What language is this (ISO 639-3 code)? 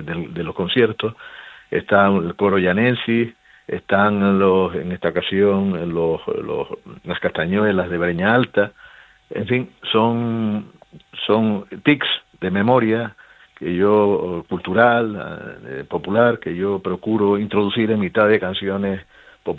spa